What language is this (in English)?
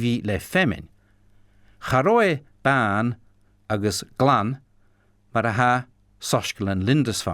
Scottish Gaelic